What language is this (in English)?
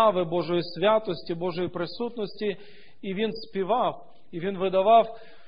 Ukrainian